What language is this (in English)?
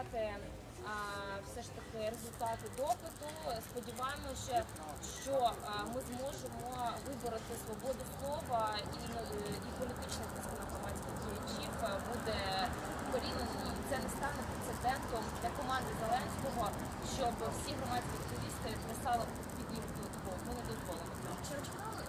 Ukrainian